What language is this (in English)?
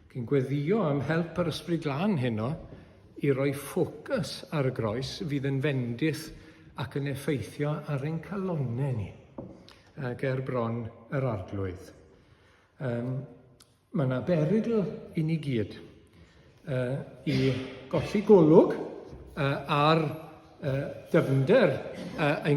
Welsh